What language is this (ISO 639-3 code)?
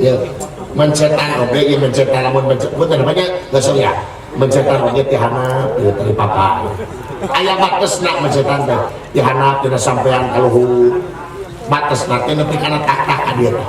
sun